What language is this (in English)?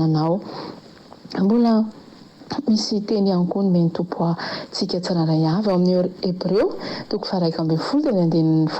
Malagasy